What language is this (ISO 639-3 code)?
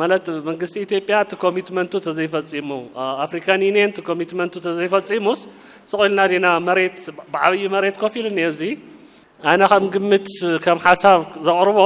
tir